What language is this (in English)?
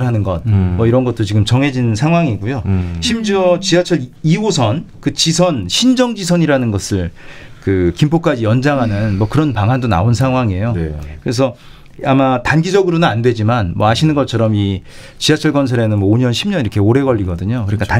Korean